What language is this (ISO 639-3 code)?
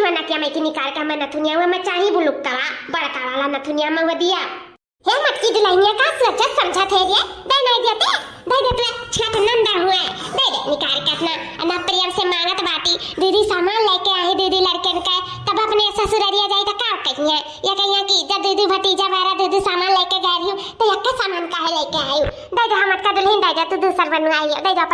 awa